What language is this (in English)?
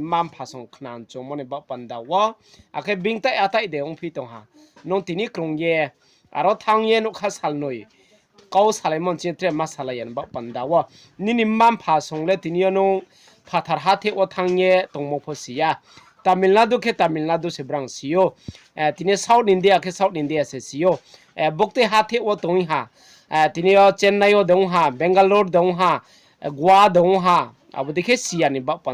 Riang (India)